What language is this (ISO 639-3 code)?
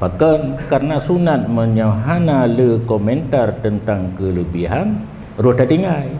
ace